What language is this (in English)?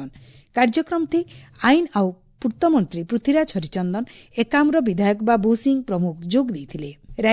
Odia